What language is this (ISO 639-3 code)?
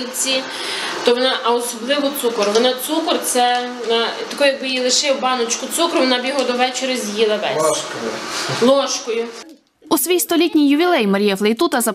ukr